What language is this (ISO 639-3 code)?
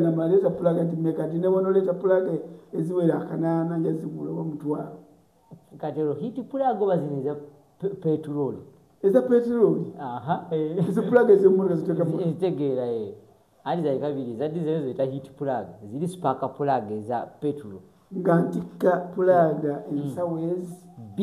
lug